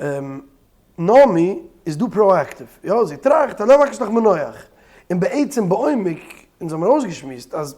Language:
Yiddish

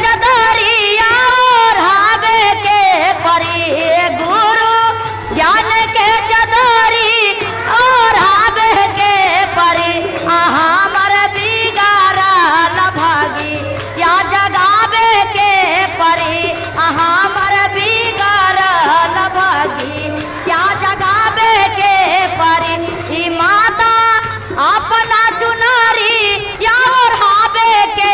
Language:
Magahi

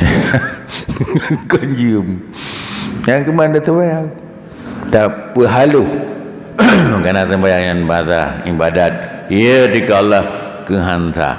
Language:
Achinese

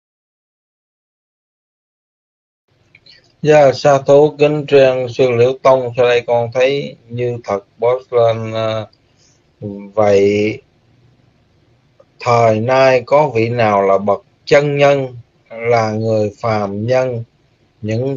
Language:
Vietnamese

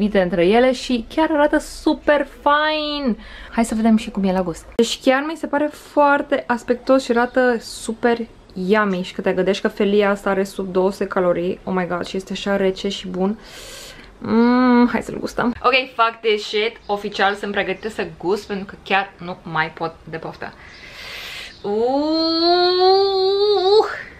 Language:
Romanian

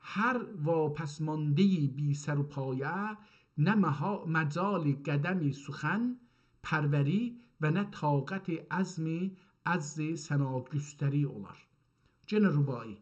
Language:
South Azerbaijani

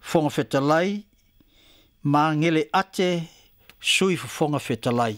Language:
Samoan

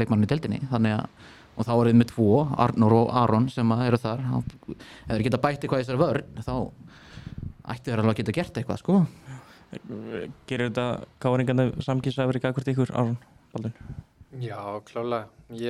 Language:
Icelandic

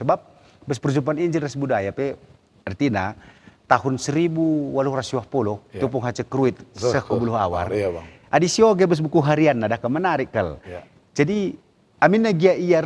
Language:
Batak Karo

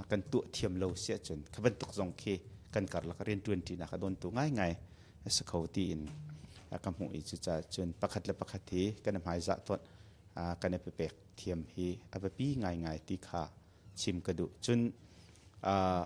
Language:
Hakha Chin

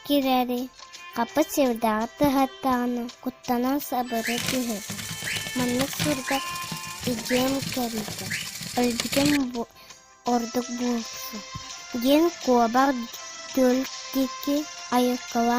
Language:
Yakut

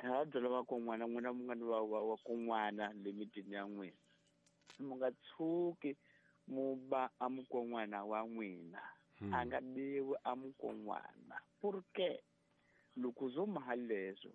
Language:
Tsonga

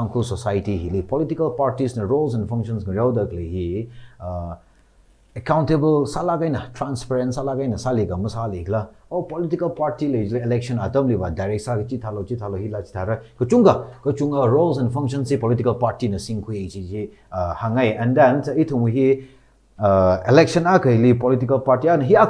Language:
Tangkhul Naga (India)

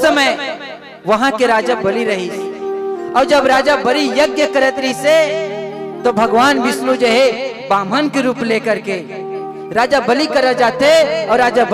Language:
Chhattisgarhi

